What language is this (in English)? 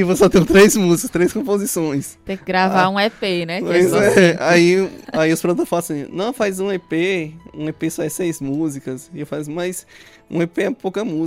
Portuguese